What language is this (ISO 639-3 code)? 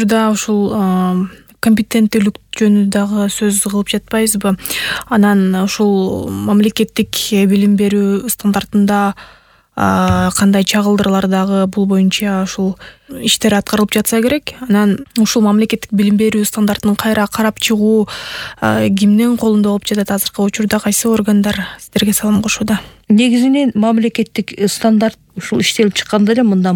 kir